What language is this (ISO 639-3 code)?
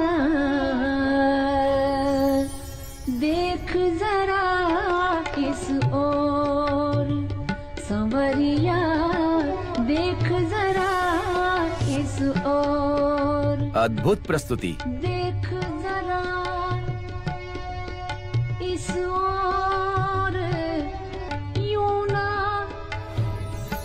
bho